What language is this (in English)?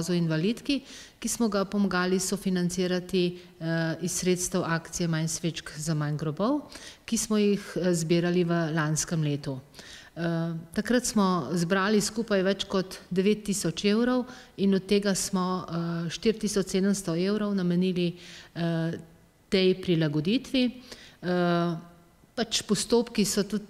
Slovenian